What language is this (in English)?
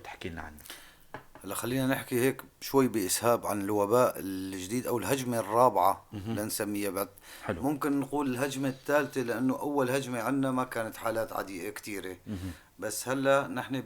North Levantine Arabic